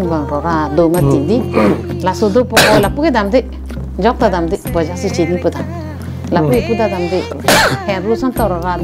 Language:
Karbi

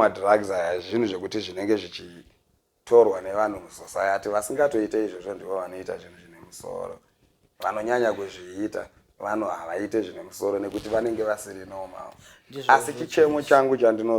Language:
Shona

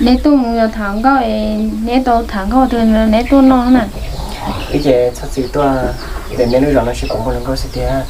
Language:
Hmong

